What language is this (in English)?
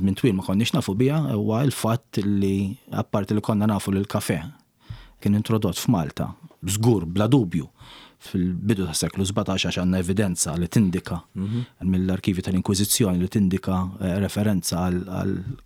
Maltese